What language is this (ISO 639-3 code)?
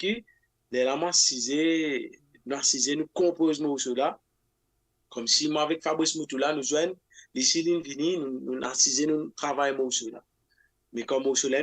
mfe